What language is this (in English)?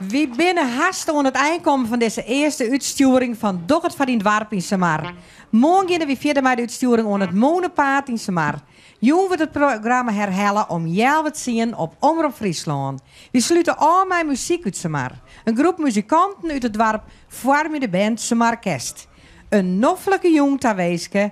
Western Frisian